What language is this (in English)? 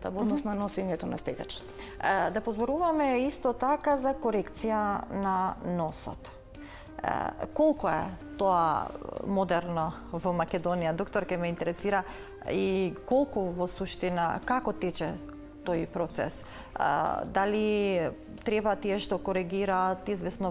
Macedonian